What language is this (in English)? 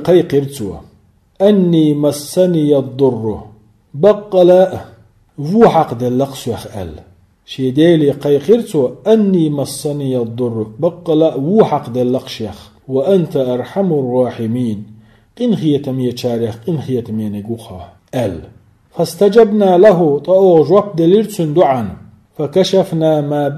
Chechen